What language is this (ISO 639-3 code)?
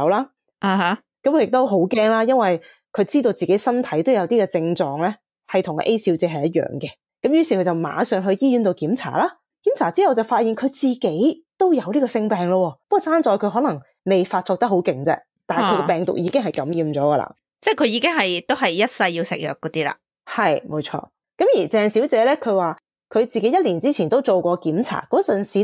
yue